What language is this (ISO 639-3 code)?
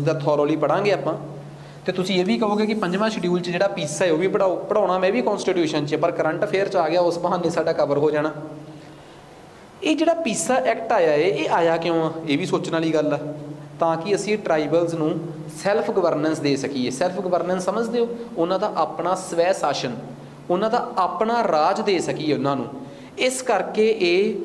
pan